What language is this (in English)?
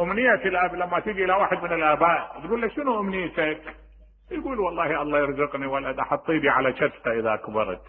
Mesopotamian Arabic